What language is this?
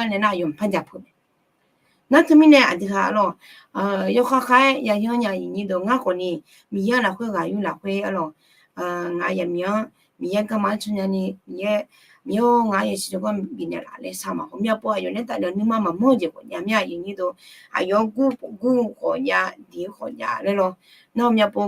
Akha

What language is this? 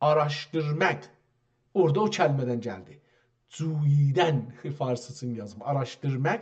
South Azerbaijani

